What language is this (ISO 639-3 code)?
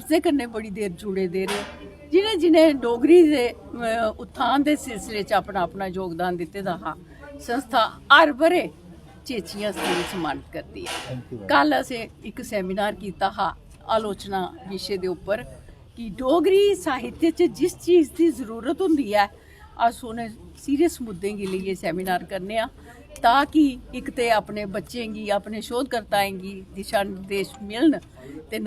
doi